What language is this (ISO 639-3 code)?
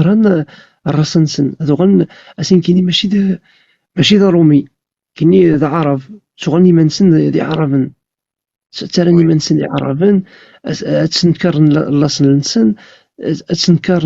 kab